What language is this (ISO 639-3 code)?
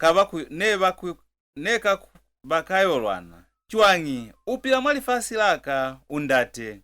loz